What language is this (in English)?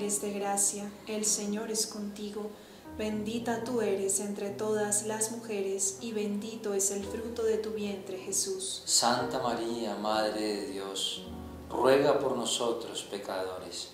Spanish